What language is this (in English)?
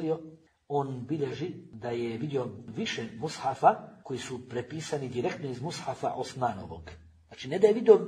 Bosnian